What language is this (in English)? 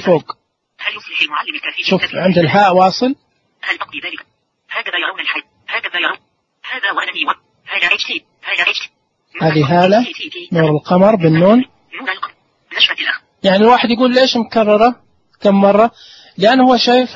Najdi Arabic